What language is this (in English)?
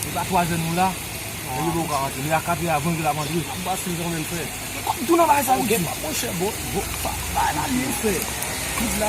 Haitian Creole